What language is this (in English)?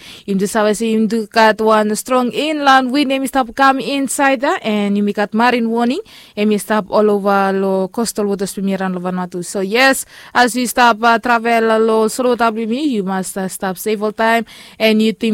Bislama